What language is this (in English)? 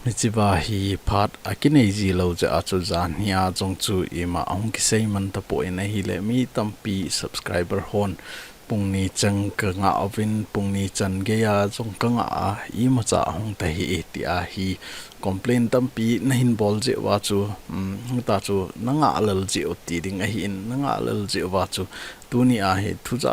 Thado Chin